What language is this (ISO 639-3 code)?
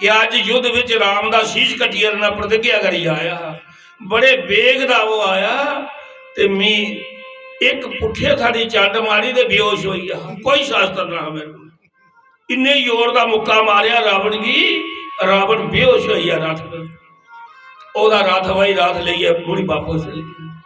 doi